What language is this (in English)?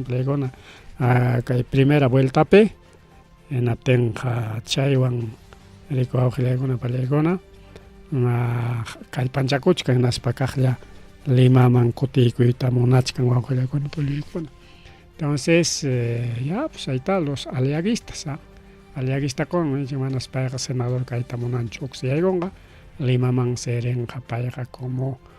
Ayacucho Quechua